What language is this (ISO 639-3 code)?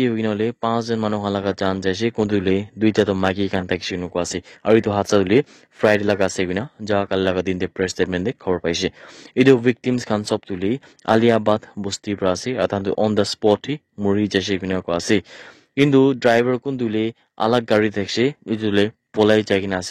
nag